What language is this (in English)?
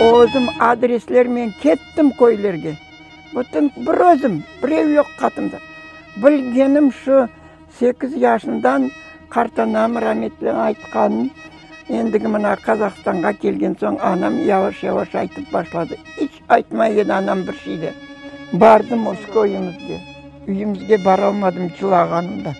Crimean Tatar